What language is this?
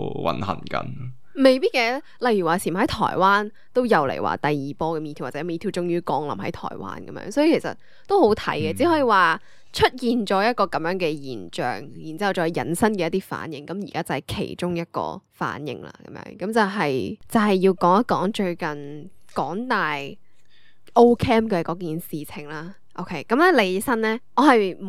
Cantonese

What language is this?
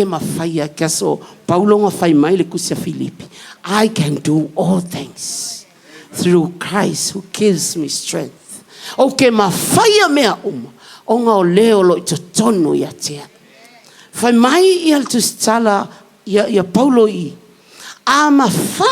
Samoan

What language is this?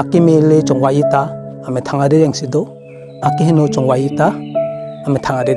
Karbi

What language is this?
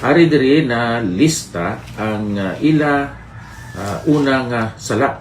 Hiligaynon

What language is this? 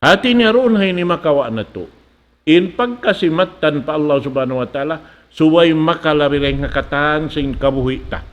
Tausug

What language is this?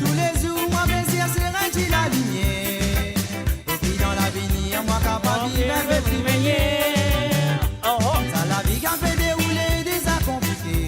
Morisyen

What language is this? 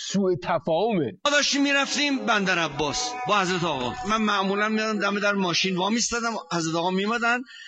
Persian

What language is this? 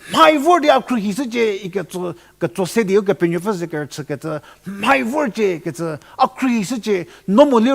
Angami Naga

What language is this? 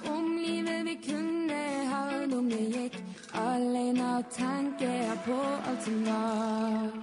Norwegian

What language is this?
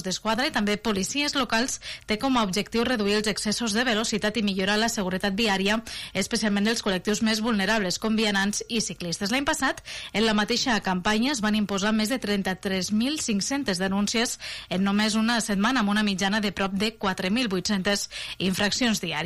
Catalan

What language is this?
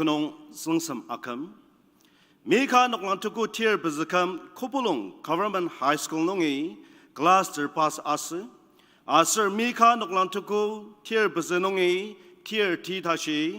Ao Naga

